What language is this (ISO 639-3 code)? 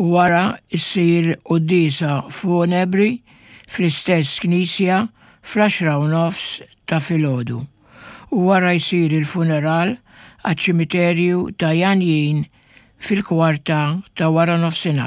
mlt